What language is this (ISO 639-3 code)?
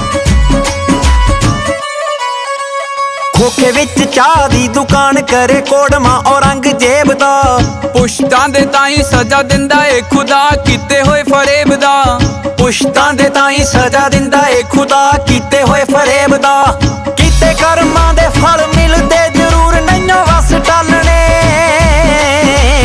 pan